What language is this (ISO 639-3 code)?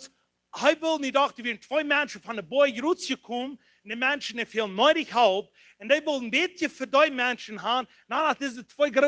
pdt